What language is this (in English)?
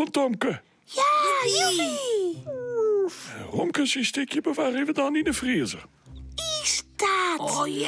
Western Frisian